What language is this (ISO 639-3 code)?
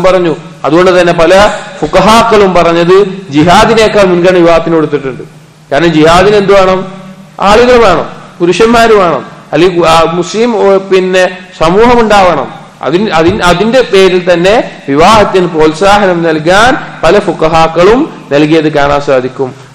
mal